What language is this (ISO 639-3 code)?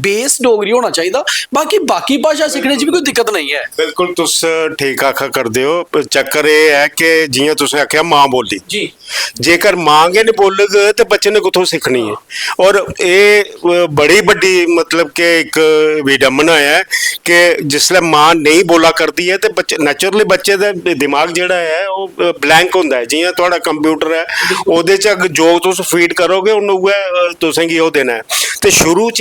doi